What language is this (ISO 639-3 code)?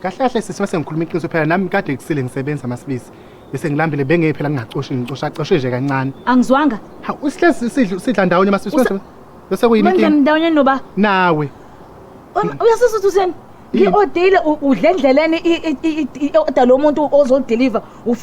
zul